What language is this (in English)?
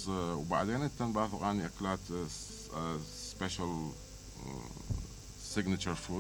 Mesopotamian Arabic